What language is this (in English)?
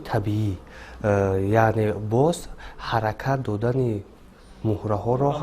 Tajik